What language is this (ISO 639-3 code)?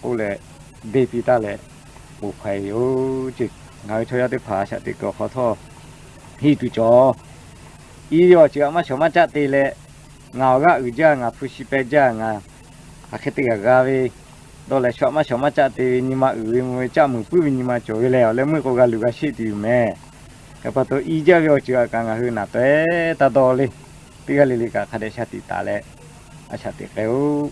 lhu